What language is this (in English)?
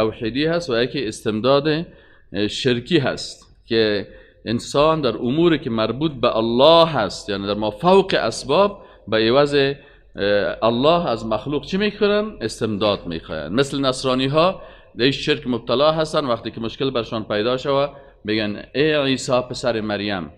Persian